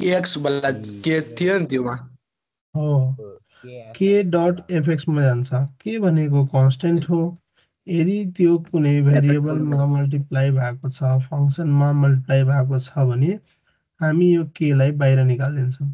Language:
Nepali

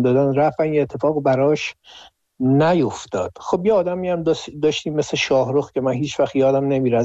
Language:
Persian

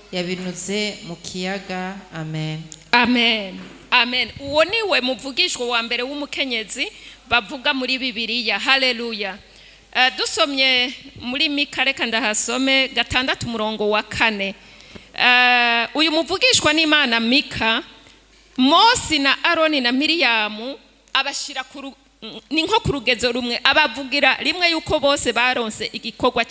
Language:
Rundi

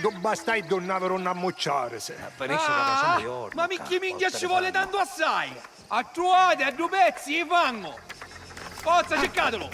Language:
Sicilian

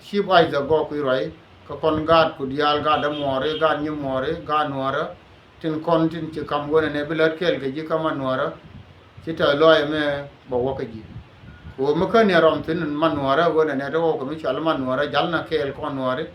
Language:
Nuer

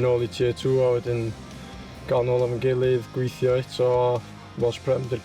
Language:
Welsh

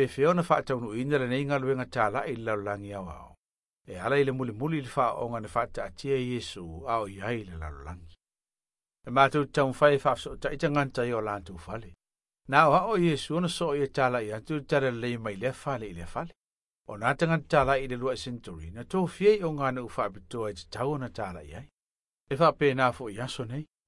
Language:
Samoan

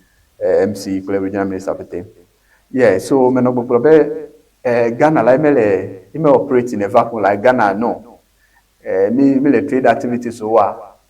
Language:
Ewe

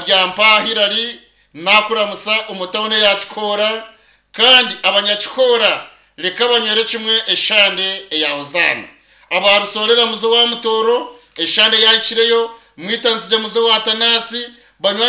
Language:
Nyankole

